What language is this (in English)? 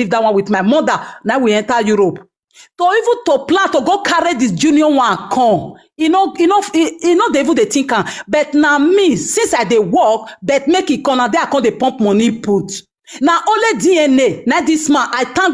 Nigerian Pidgin